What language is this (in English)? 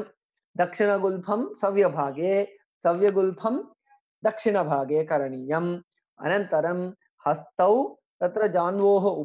Sanskrit